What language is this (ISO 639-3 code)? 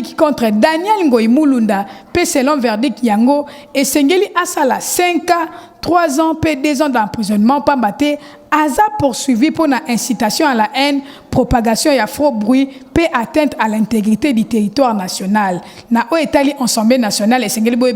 lin